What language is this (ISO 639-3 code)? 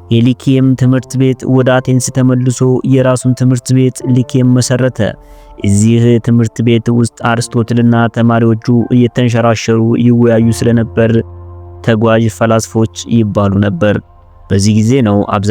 amh